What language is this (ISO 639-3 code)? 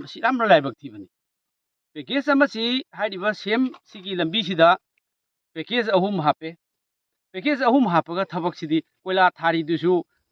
mni